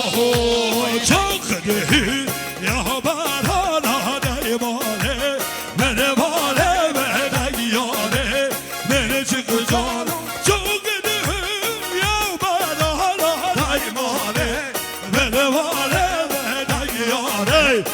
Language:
Kurdish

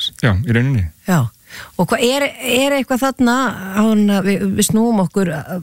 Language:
Icelandic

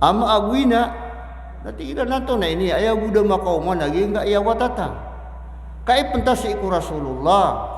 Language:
Maranao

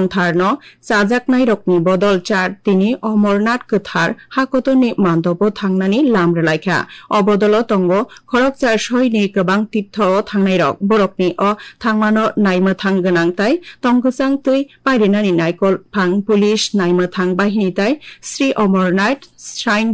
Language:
Kok Borok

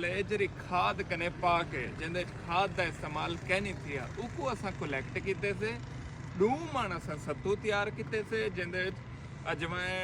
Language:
Saraiki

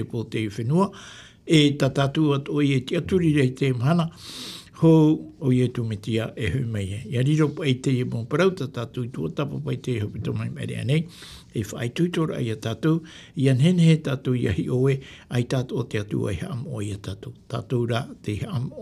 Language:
Tahitian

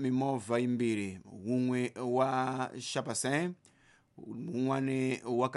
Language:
Tsonga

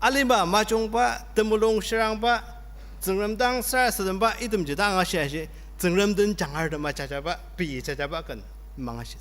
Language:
Ao Naga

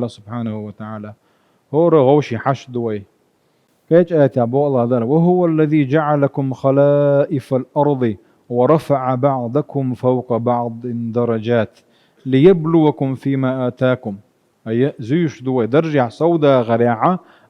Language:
Chechen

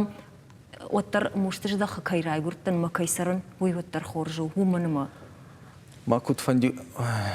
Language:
Ossetic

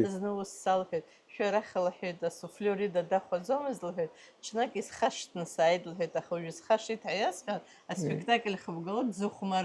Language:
Abkhazian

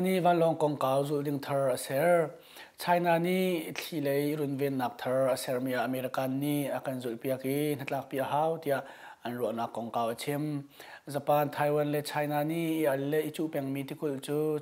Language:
Hakha Chin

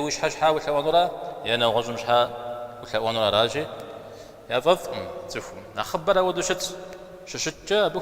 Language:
Kabardian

